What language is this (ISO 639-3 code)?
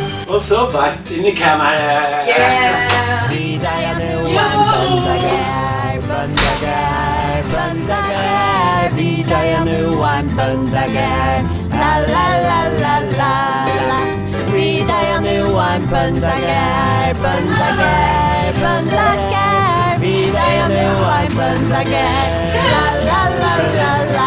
fao